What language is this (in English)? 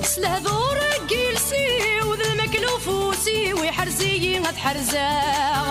Kabyle